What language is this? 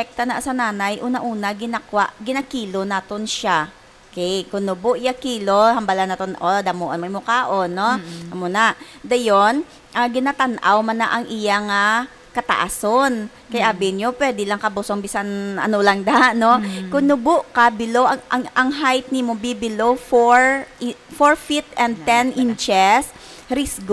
Hiligaynon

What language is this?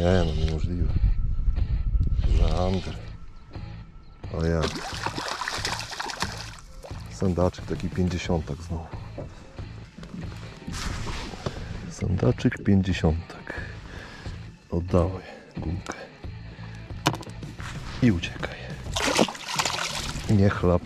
Polish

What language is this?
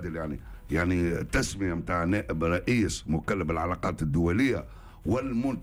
Tunisian Arabic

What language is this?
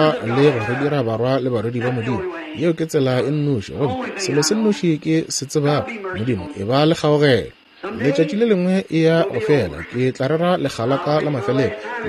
Northern Sotho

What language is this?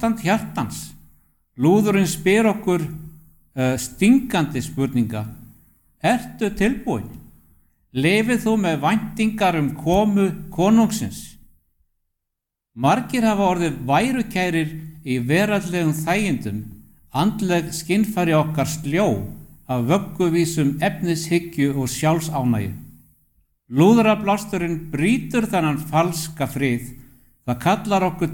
Icelandic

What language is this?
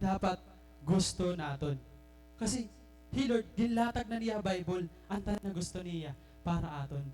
Waray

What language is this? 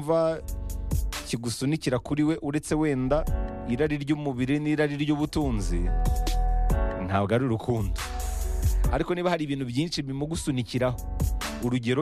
Kinyarwanda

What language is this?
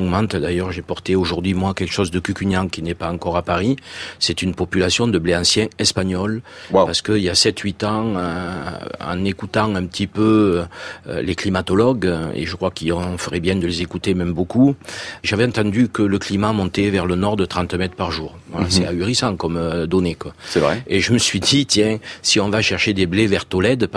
French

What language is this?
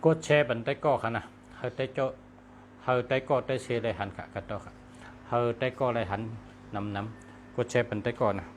Shan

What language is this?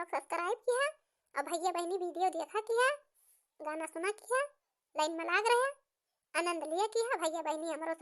Awadhi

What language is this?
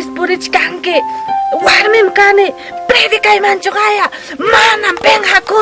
Ayacucho Quechua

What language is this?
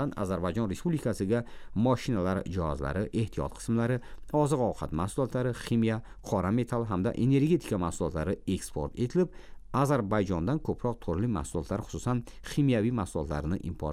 Uzbek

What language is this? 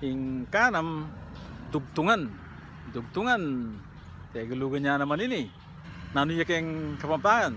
Pampanga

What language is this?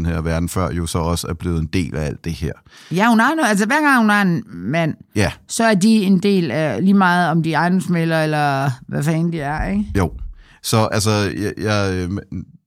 Danish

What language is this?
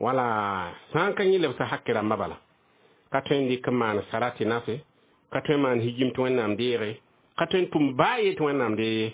Mossi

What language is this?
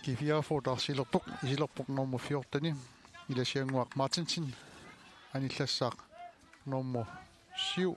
Kalaallisut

